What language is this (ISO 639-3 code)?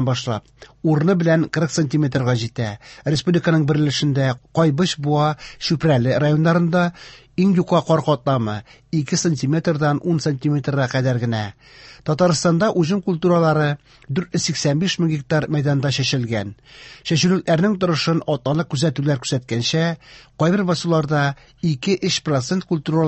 tat